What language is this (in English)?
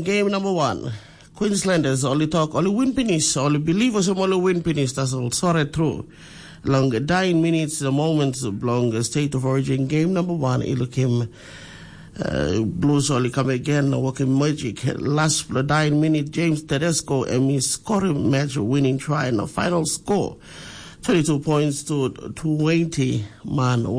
Tok Pisin